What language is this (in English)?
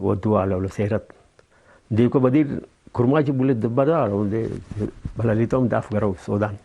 Tigre